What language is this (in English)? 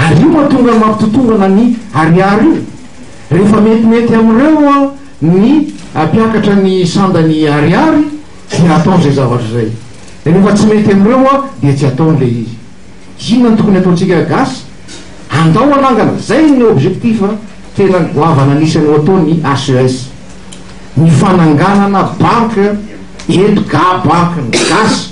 Malagasy